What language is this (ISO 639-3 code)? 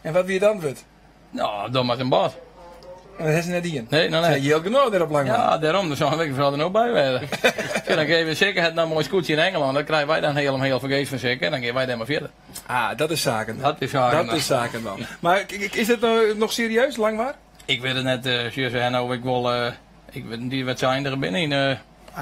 fry